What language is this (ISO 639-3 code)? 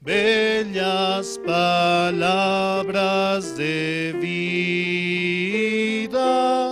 aym